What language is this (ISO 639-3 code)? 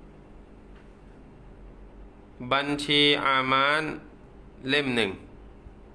tha